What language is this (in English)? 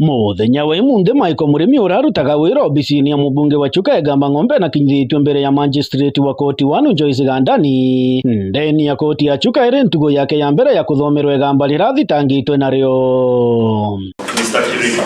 Meru